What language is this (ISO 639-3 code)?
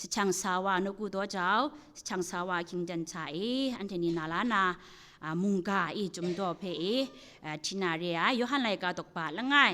kac